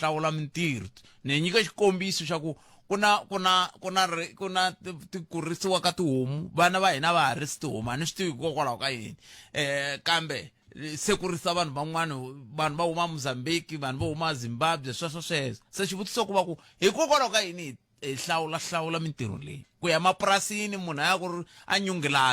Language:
Tsonga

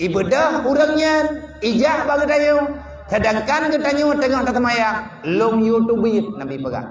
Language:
Achinese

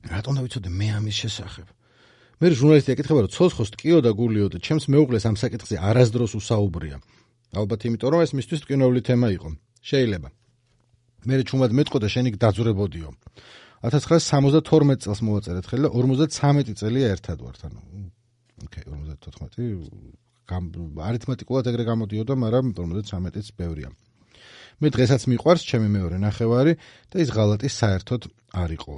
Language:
Georgian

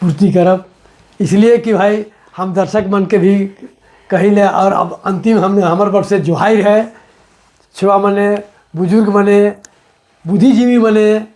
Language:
Sadri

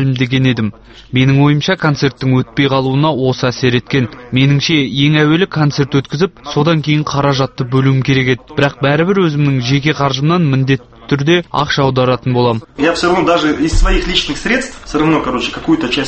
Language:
Kazakh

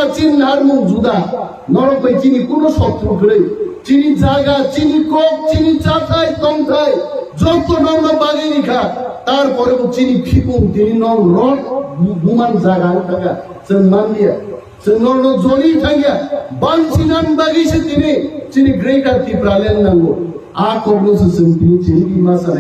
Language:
Kok Borok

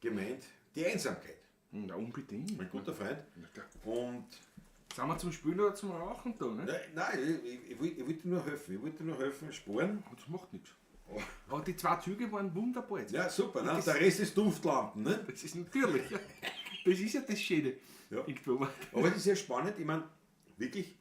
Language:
Bavarian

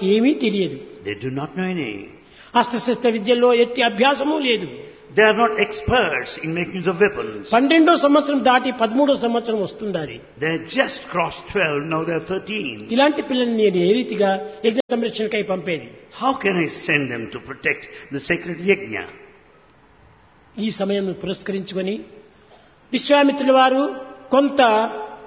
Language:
Telugu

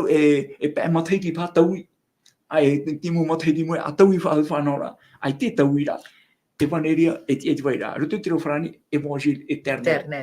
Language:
Tahitian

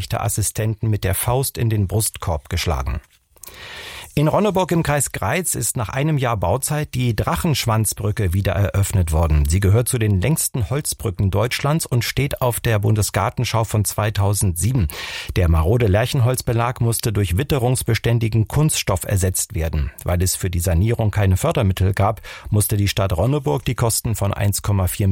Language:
German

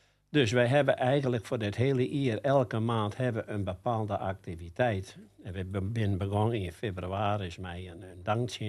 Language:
Western Frisian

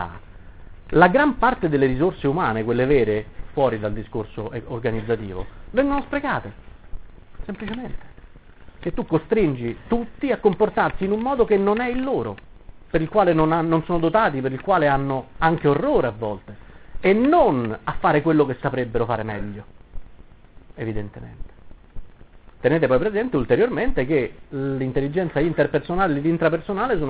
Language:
Italian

